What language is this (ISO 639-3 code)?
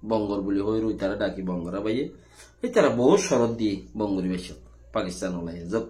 rhg